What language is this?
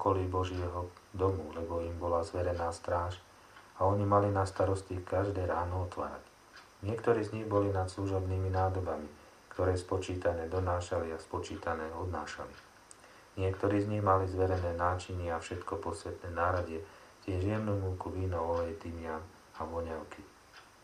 Slovak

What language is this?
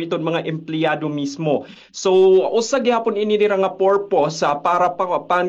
Waray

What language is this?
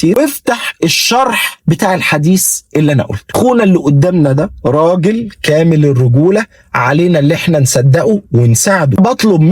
Egyptian Arabic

